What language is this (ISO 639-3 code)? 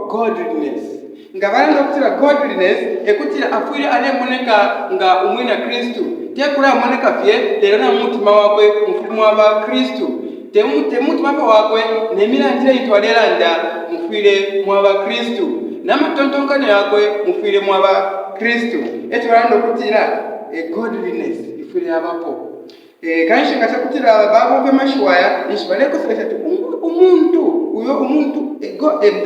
bem